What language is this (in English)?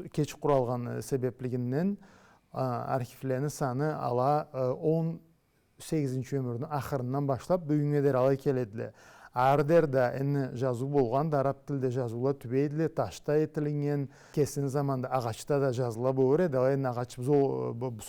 Karachay-Balkar